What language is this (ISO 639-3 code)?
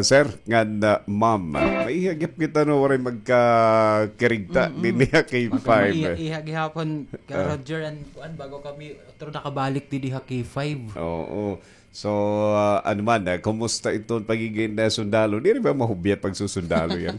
war